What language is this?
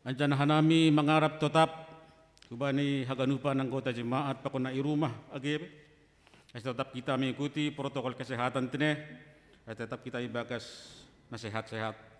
Batak Simalungun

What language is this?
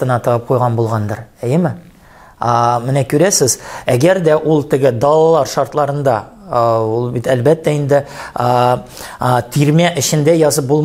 Tatar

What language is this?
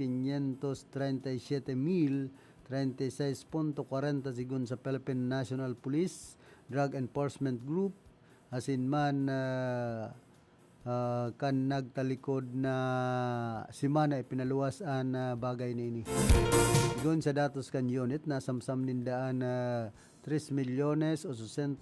Bikol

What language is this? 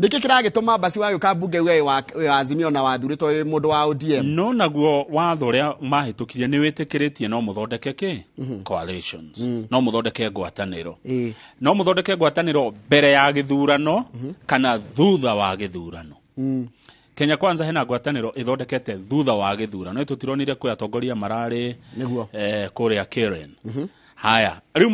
Kikuyu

